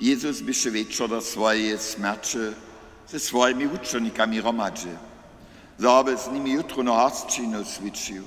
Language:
Upper Sorbian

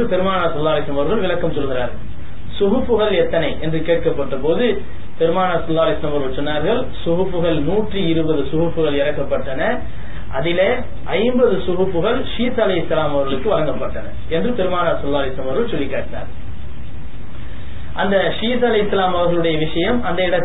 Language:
Tamil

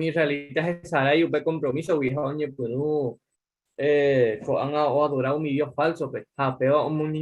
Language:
Guarani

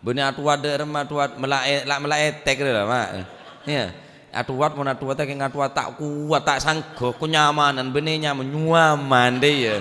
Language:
Madurese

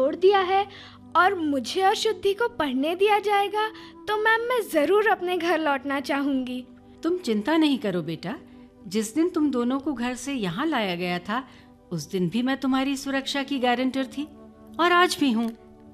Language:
Hindi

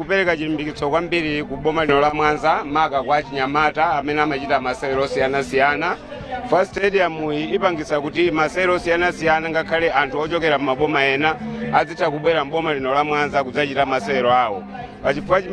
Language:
Nyanja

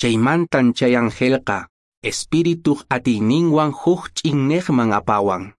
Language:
Quechua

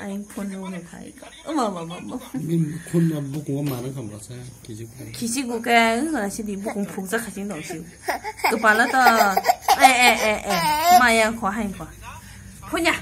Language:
Kok Borok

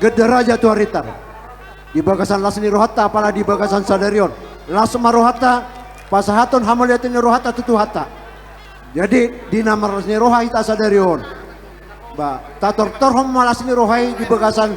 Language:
Batak Toba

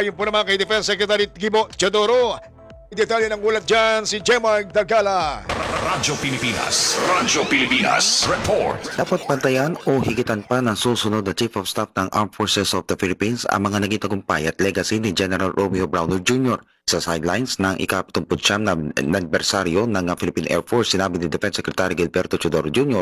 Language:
Filipino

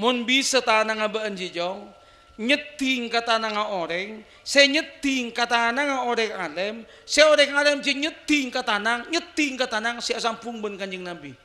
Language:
Madurese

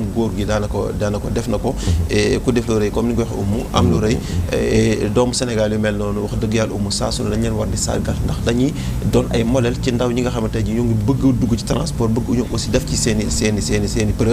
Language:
Wolof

